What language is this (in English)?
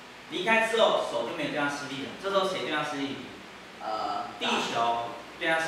Chinese